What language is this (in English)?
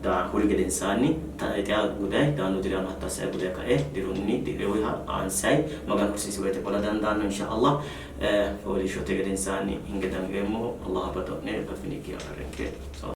Sidamo